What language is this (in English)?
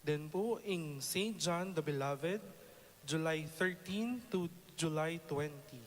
Pampanga